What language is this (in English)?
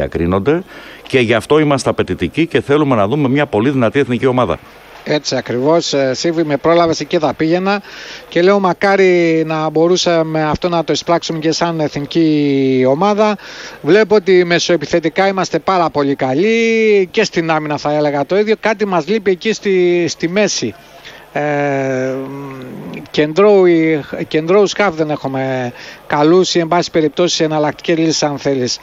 Greek